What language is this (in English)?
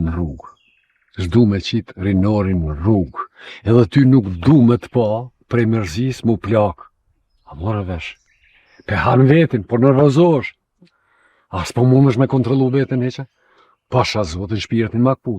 Albanian